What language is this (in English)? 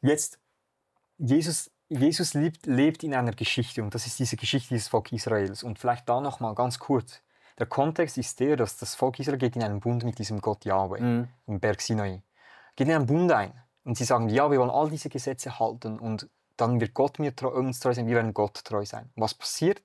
Swiss German